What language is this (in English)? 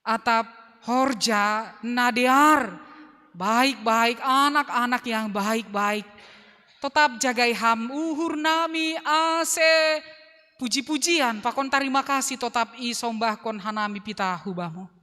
Batak Simalungun